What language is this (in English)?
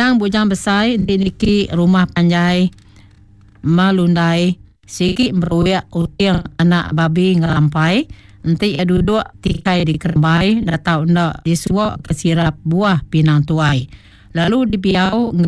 Iban